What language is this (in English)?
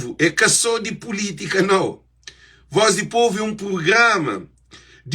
Kabuverdianu